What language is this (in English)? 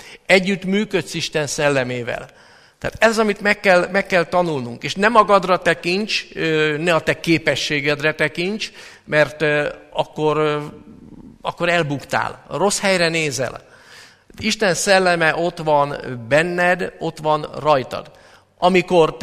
Hungarian